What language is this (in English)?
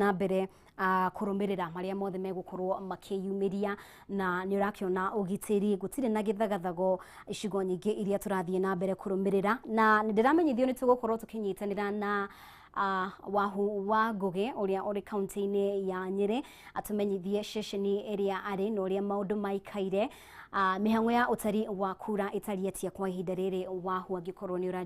Kikuyu